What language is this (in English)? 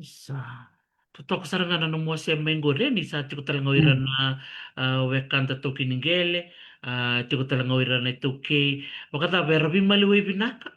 Fijian